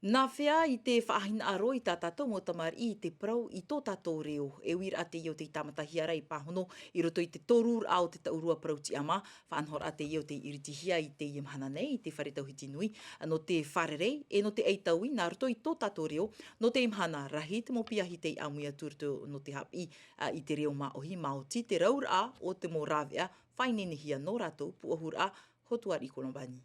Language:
Tahitian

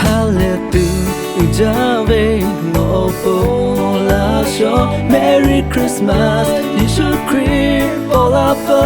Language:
Lahu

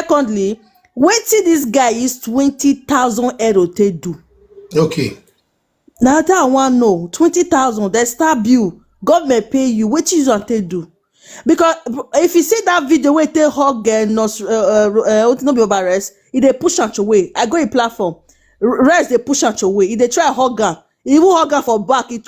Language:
Nigerian Pidgin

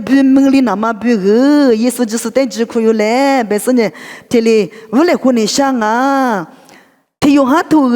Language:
Lisu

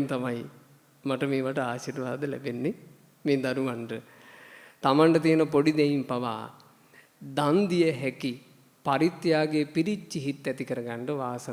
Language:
Sinhala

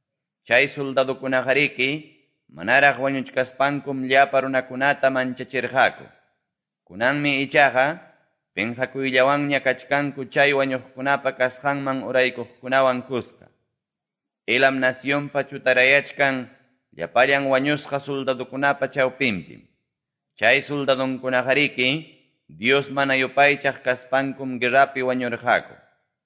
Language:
Quechua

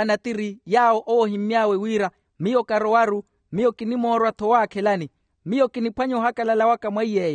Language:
Makhuwa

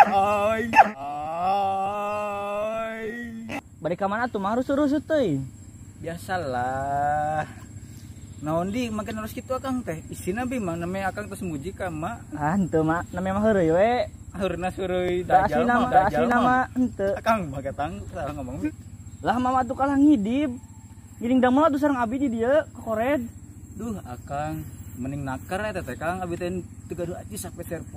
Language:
Sundanese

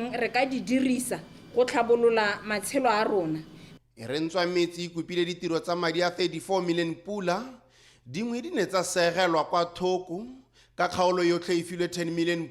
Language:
Tswana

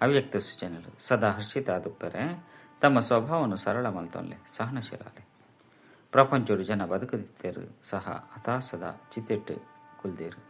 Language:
Tulu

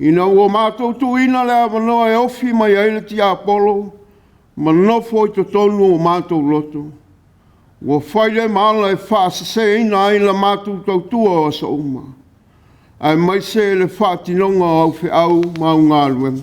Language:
Samoan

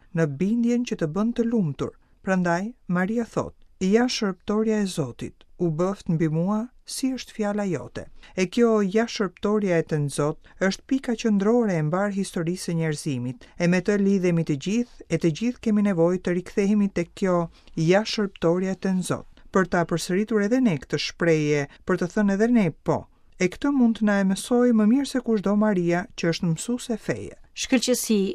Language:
Albanian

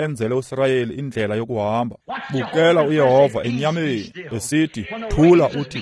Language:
Xhosa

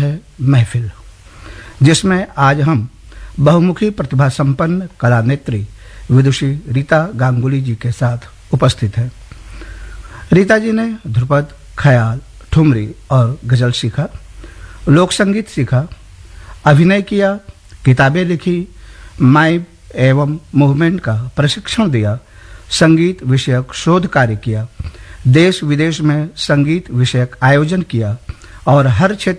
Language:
Hindi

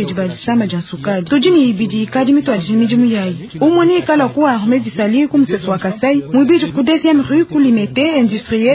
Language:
Luba-Lulua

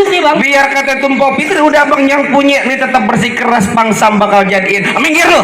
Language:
Betawi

